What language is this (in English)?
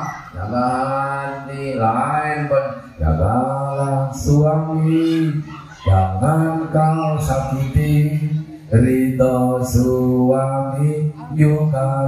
Madurese